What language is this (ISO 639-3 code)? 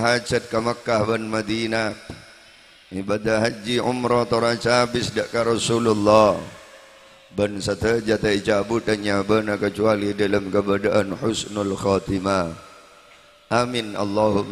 mad